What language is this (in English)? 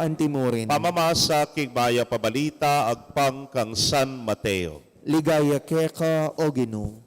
Pampanga